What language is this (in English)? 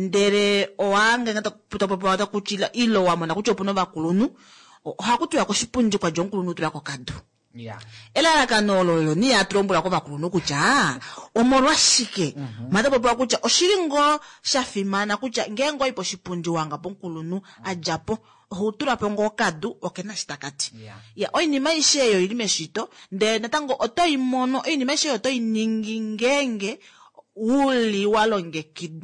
Kuanyama